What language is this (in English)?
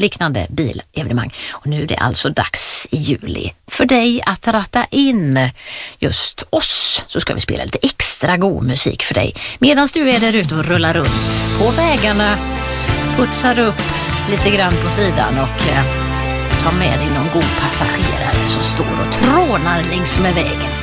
Swedish